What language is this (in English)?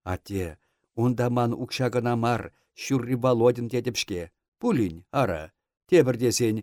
Chuvash